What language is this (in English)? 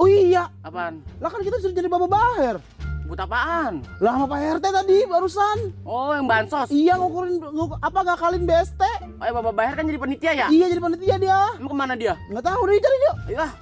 Betawi